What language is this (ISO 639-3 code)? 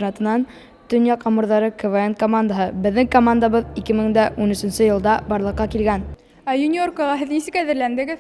bak